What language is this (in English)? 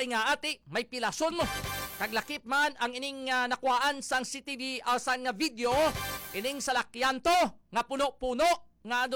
Hiligaynon